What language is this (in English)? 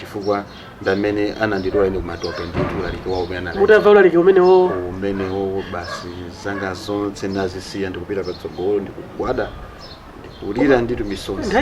Nyanja